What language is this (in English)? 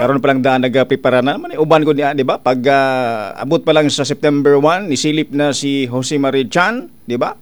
Cebuano